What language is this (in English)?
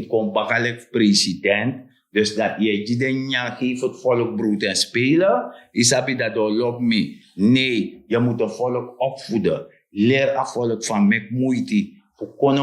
Sranan Tongo